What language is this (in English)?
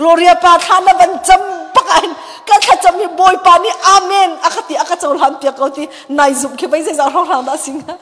Hakha Chin